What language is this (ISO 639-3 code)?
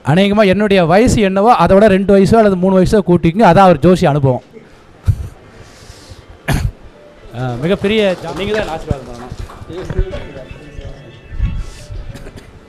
tam